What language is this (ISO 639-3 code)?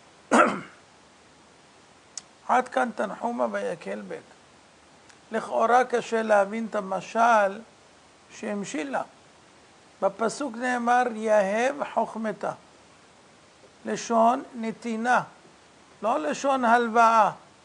heb